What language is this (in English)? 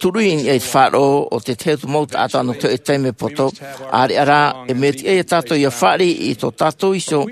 Tahitian